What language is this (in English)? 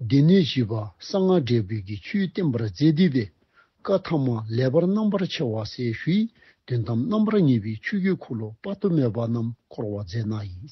Dzongkha